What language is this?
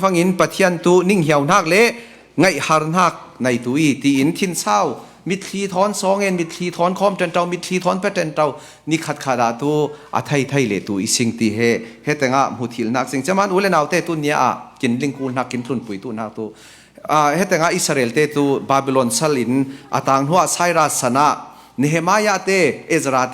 Falam Chin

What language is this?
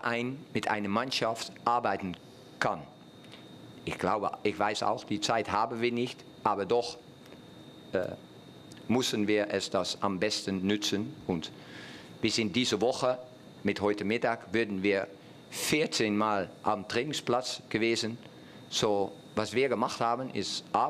German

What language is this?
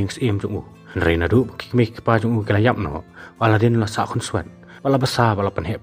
Khasi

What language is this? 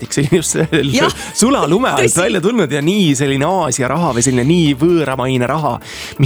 Estonian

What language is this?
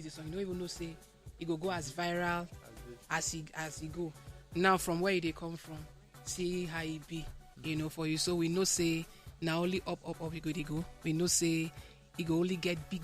Nigerian Pidgin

